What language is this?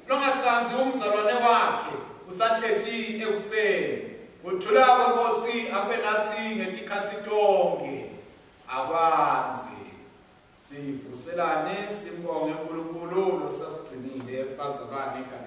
Swati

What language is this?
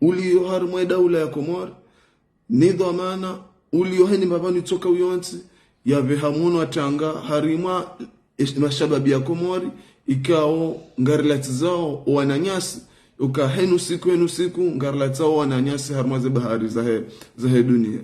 Ngazidja Comorian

